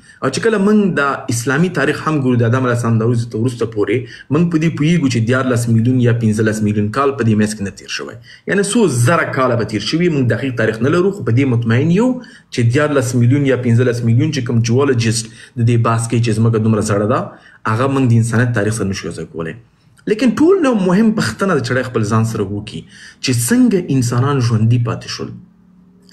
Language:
Pashto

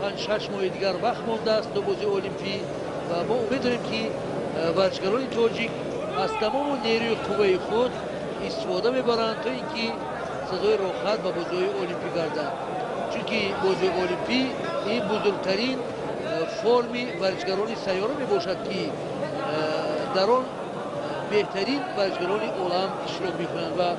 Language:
Tajik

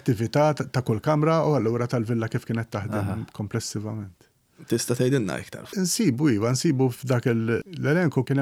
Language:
Maltese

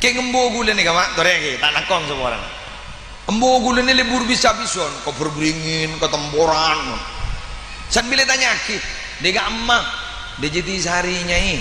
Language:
Madurese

